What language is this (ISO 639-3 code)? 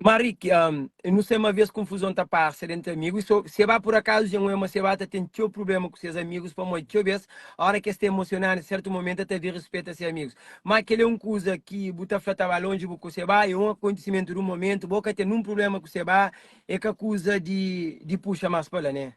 kea